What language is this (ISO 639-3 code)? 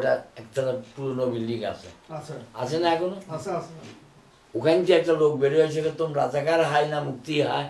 ben